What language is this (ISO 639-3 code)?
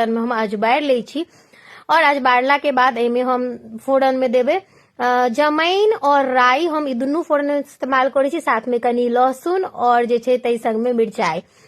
mai